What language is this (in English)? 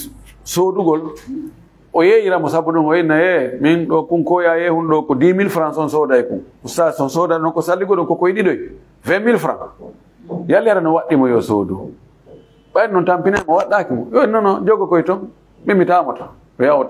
Fula